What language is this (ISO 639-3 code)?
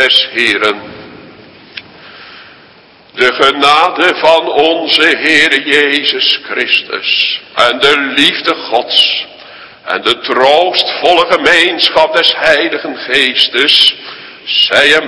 nld